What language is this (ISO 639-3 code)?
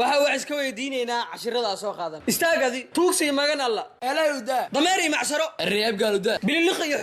som